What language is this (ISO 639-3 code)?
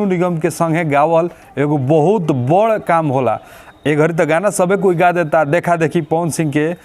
bho